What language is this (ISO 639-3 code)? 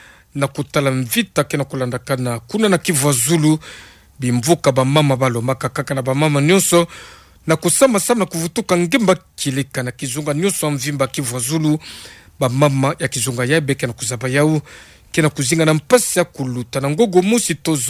ktu